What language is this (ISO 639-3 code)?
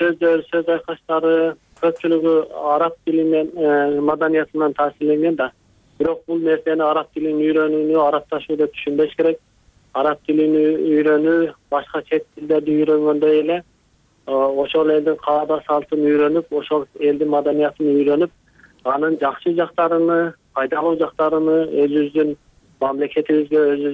kir